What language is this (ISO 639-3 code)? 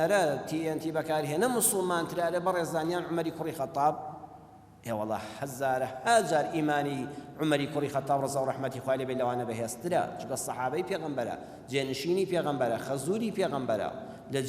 ckb